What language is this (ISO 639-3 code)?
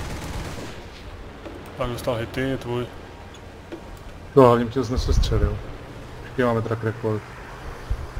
ces